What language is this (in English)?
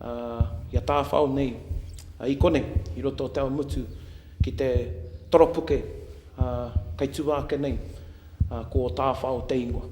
Māori